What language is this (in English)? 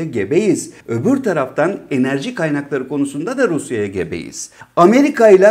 Turkish